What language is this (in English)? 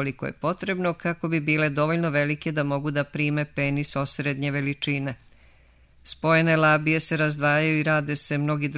Serbian